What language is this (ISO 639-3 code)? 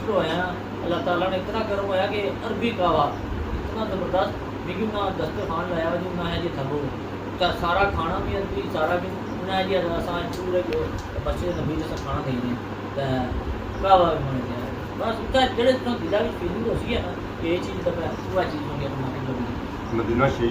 phr